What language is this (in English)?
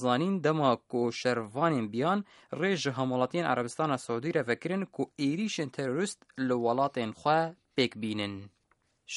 Kurdish